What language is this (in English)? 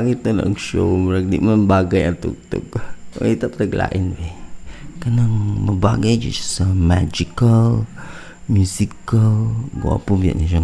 Cebuano